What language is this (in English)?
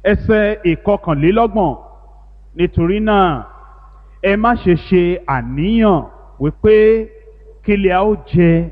Yoruba